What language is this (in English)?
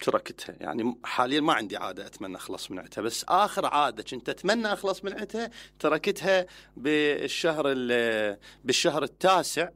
Mesopotamian Arabic